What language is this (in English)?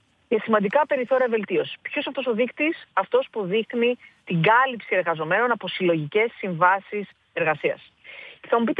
Greek